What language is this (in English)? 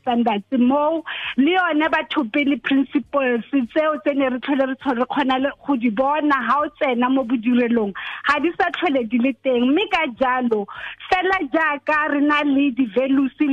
Tswana